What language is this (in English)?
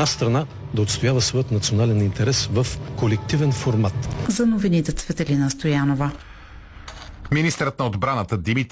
Bulgarian